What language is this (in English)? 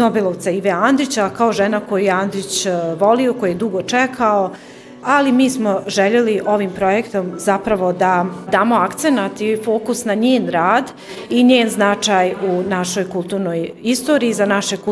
Bosnian